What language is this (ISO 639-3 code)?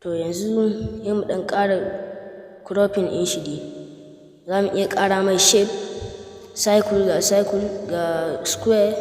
hau